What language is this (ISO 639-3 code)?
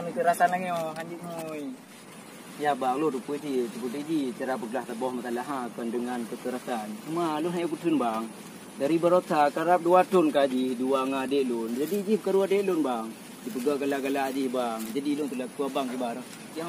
ace